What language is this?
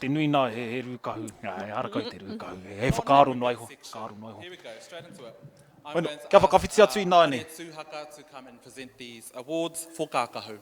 Māori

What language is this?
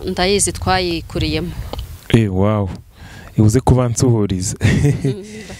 Kinyarwanda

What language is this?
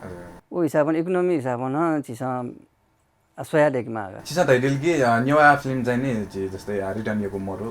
Newari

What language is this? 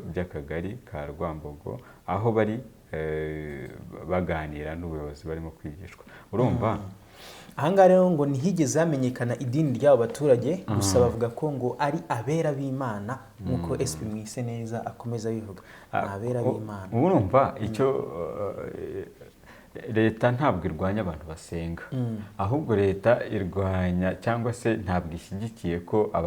Kinyarwanda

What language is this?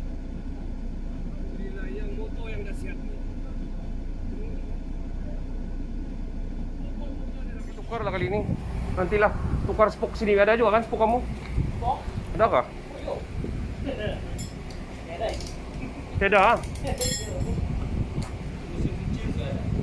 Malay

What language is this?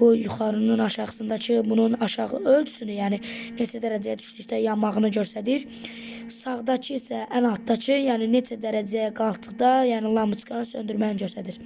Azerbaijani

